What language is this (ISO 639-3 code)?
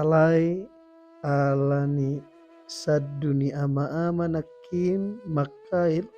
bbc